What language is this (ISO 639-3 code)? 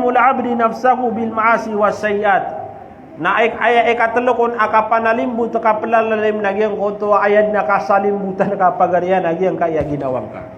mrw